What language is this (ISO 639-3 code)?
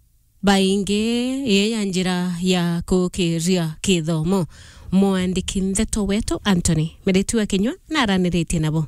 mer